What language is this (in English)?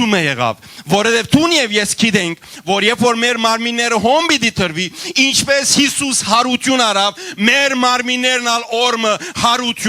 Western Armenian